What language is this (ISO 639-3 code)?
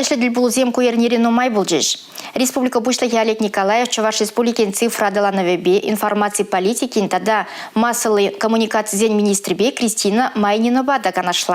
chv